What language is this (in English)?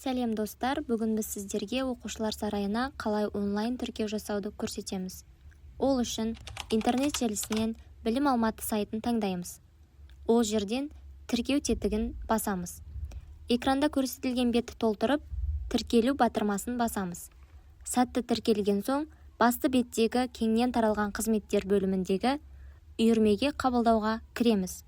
Kazakh